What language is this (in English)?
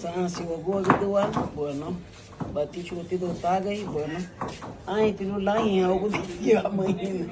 Garifuna